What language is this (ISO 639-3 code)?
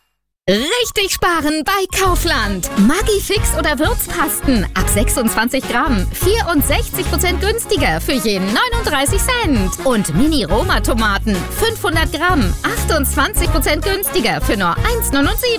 deu